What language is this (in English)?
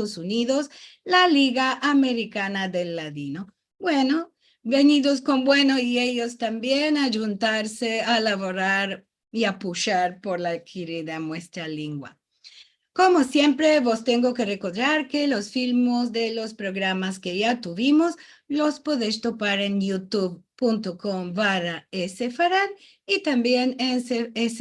Ladino